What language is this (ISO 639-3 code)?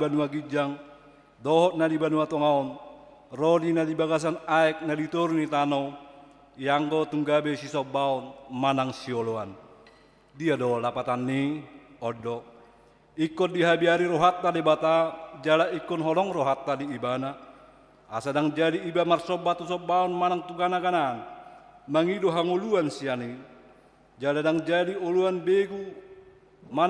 bbc